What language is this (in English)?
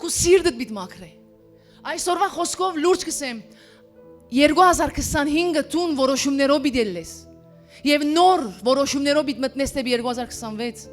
Western Armenian